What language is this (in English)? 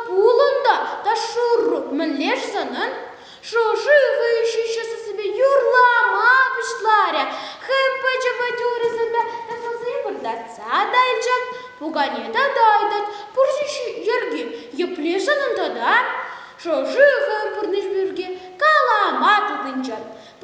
Chuvash